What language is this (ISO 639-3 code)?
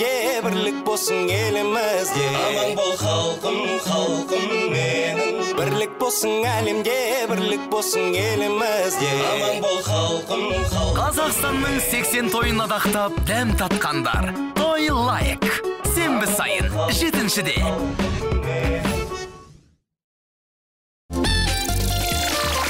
kaz